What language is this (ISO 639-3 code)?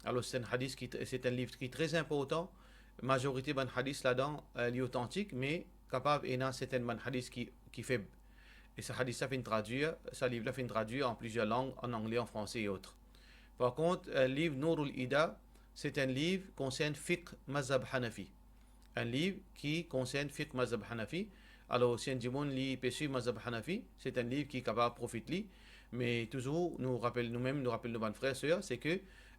mfe